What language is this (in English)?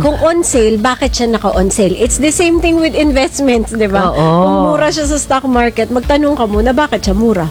Filipino